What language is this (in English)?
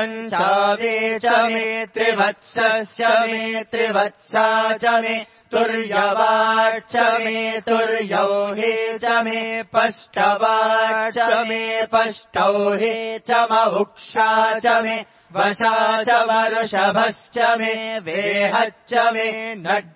Sanskrit